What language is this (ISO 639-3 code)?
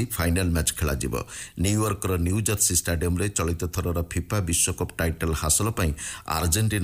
ori